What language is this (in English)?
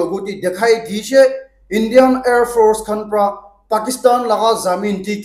Naga Pidgin